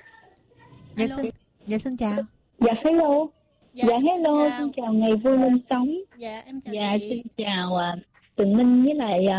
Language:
Vietnamese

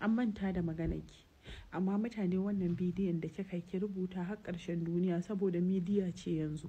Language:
Hausa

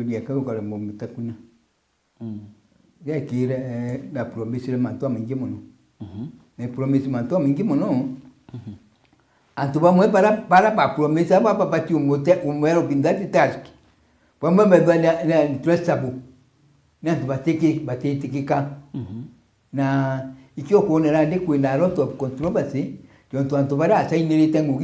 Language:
Meru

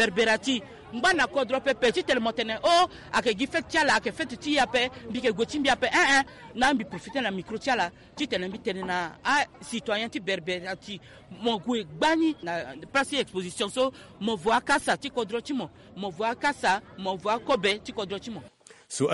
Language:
Sango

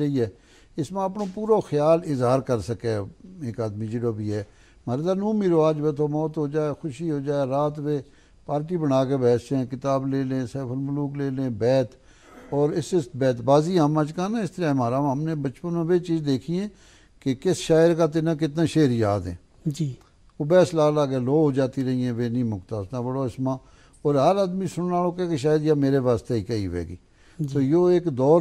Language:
Gujari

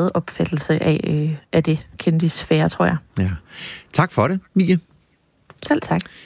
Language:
Danish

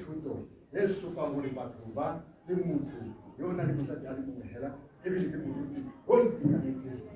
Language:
Tswana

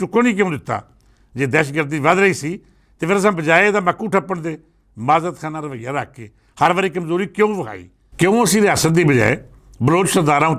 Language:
Western Panjabi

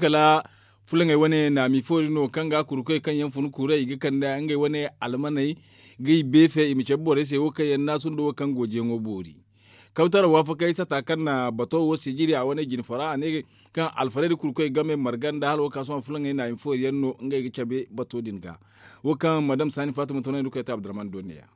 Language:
Zarma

